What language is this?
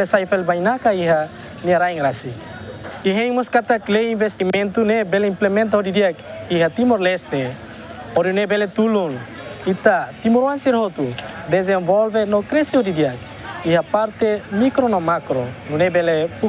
Tetum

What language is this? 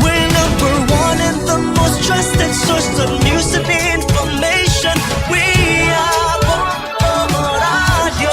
Hiligaynon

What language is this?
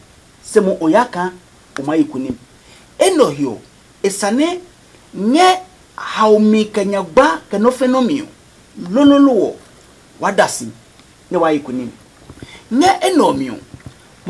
Adangme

